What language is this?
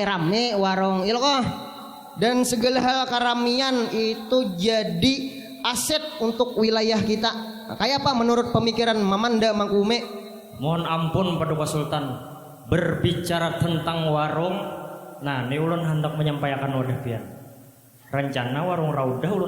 Banjar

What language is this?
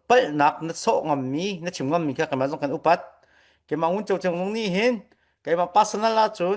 Falam Chin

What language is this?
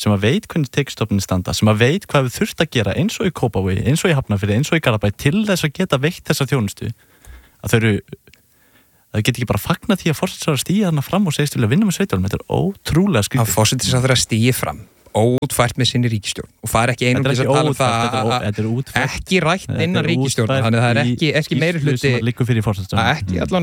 Icelandic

